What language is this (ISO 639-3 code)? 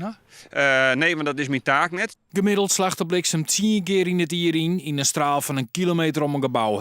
fry